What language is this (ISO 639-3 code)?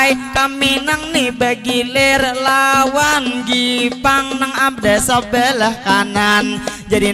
bjn